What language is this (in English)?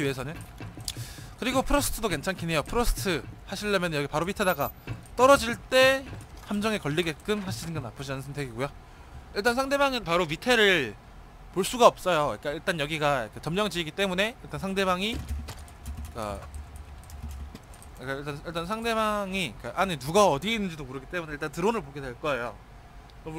Korean